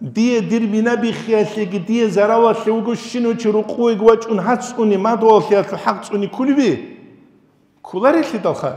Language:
Avaric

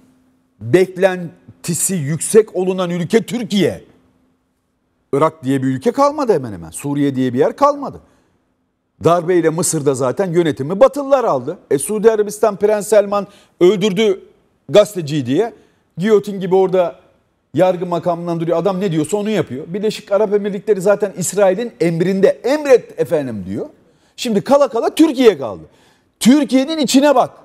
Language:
Turkish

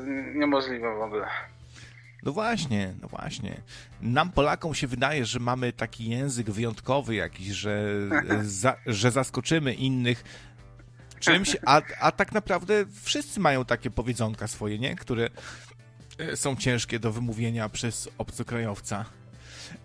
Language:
Polish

